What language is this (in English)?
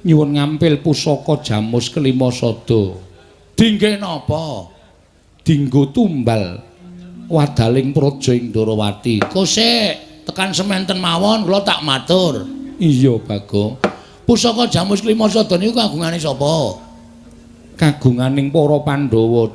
Javanese